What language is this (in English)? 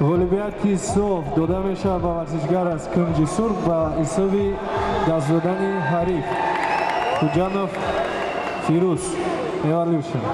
Tajik